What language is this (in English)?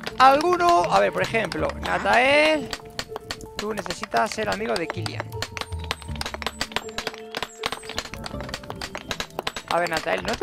Spanish